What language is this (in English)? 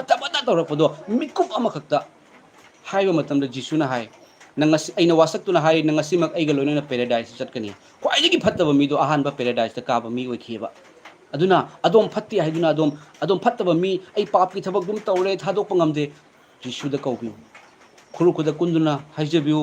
Manipuri